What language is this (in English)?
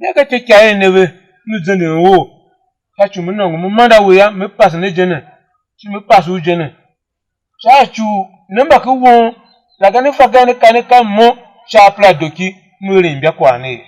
Tiv